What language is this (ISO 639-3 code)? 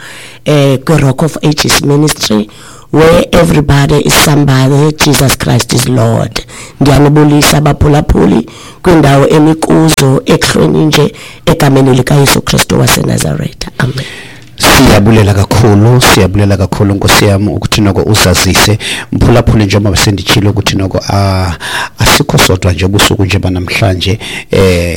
xho